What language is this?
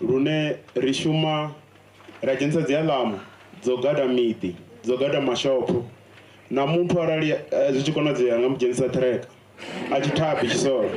Venda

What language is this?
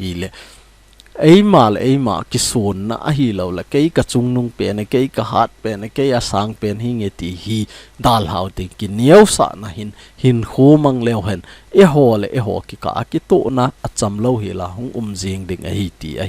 Thado Chin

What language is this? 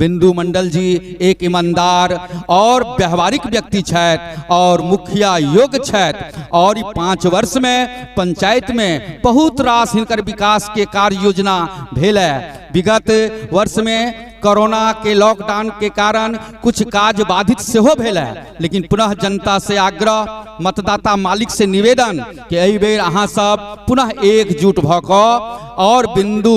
Maithili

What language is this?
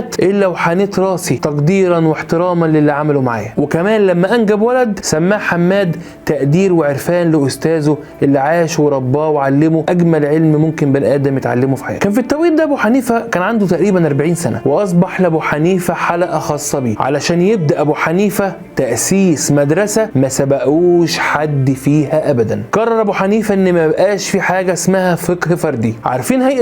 Egyptian Arabic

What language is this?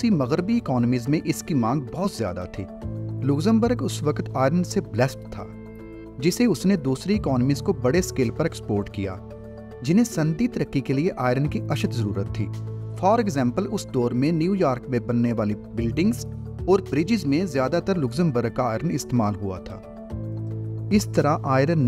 Urdu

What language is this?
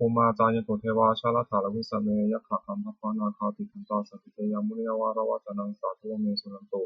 Pali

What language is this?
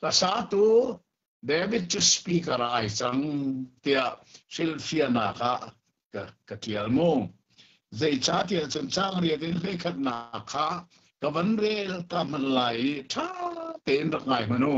Hakha Chin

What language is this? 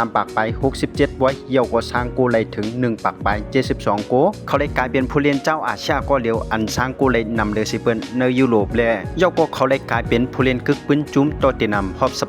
Shan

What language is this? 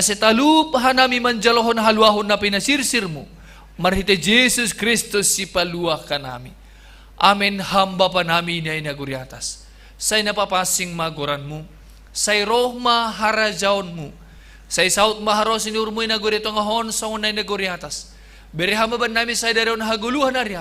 Batak Simalungun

